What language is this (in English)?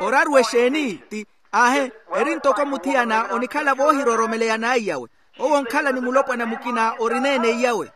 Makhuwa